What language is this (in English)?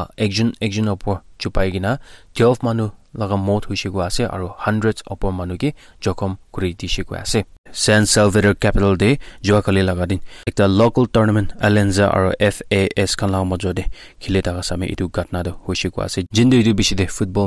Naga Pidgin